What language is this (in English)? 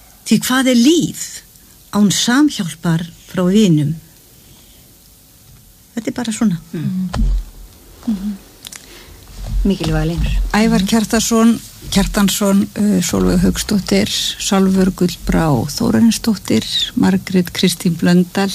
Icelandic